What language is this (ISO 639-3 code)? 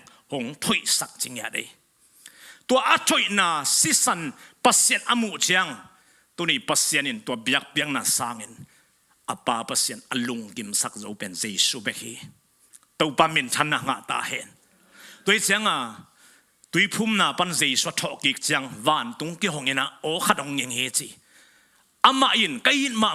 ctd